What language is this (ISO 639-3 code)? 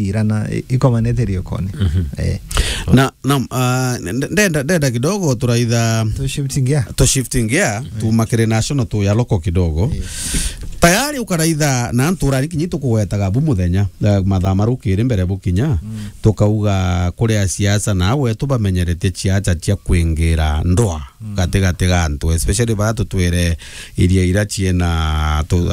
mer